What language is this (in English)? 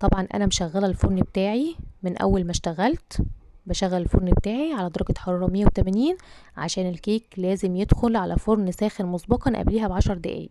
Egyptian Arabic